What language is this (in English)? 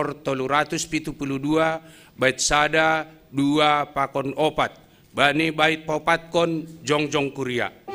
Batak Simalungun